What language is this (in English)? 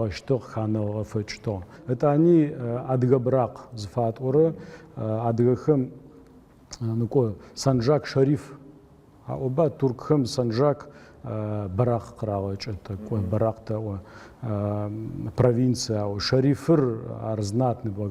Adyghe